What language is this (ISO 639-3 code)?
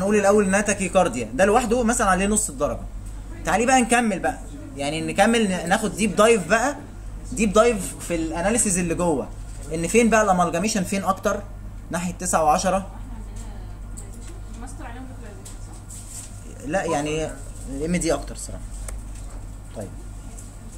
arz